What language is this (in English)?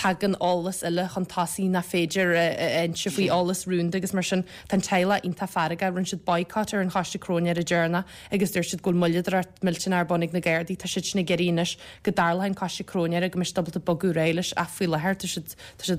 Irish